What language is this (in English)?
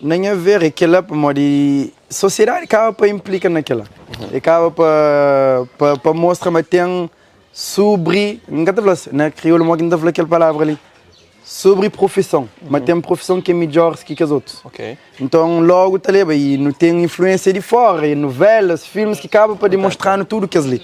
Kabuverdianu